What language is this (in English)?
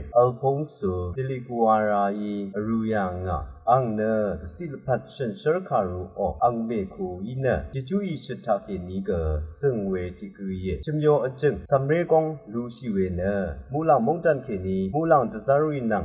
Rawang